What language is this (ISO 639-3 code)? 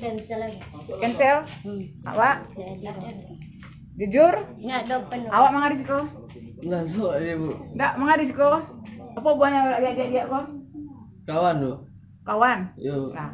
min